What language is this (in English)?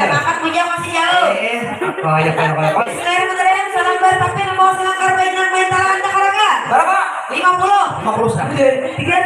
Banjar